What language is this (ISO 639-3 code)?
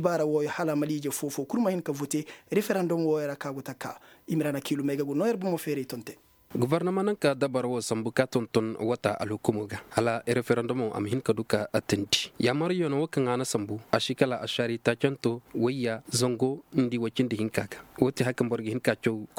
ses